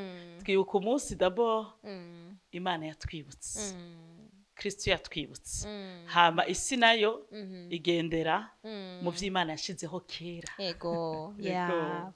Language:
Rundi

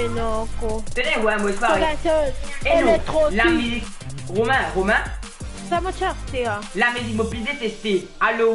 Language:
Morisyen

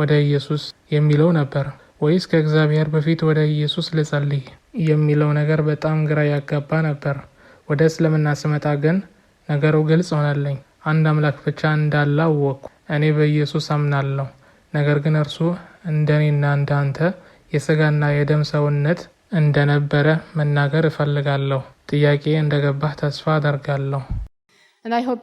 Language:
Amharic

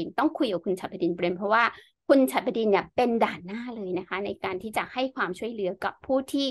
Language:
Thai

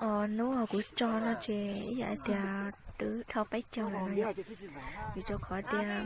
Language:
Hmong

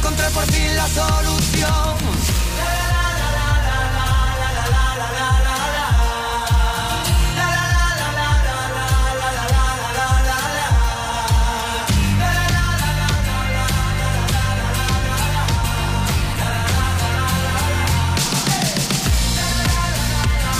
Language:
Spanish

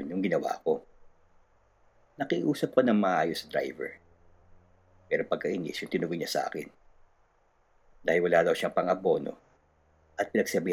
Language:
Filipino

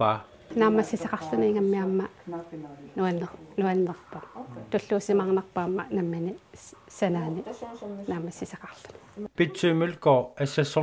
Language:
Kalaallisut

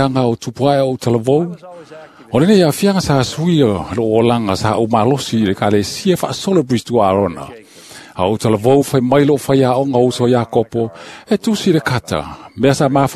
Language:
Samoan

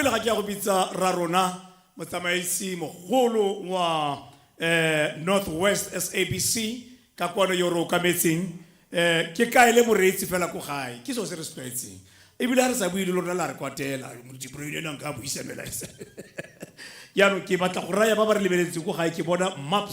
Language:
Tswana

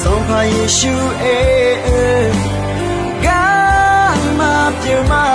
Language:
Akha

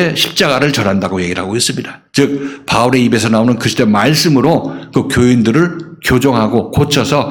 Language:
Korean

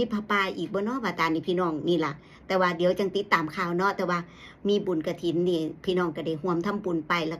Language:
Northeastern Thai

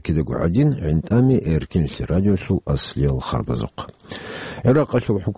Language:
Avaric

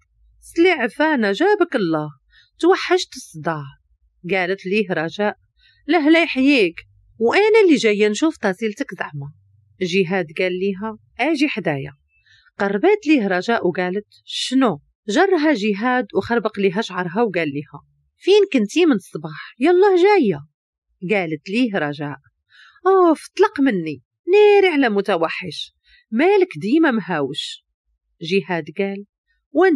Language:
Moroccan Arabic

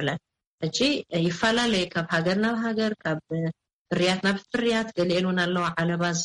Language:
Tigrinya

